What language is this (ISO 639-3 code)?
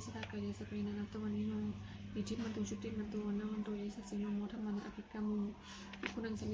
pli